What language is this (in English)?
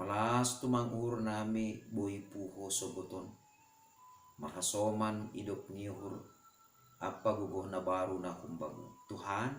Batak Simalungun